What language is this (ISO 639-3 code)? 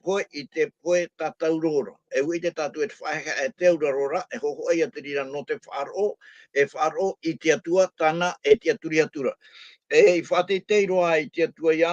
tah